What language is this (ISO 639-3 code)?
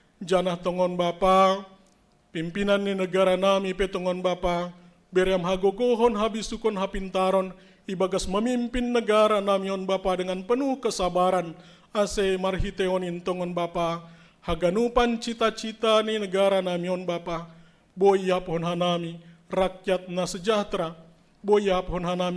bts